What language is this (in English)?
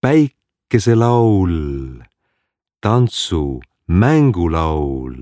Estonian